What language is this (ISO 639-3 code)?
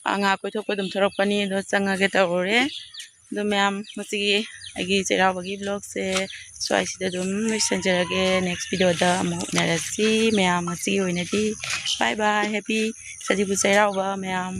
mni